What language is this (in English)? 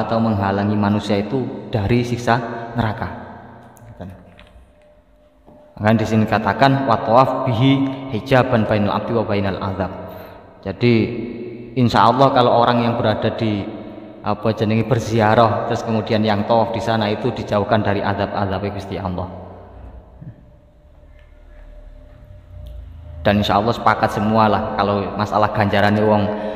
Indonesian